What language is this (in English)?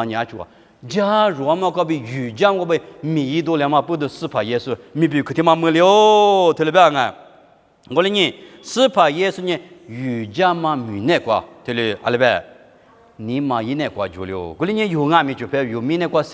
Lisu